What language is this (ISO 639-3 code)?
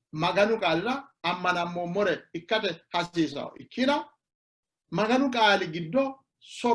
sid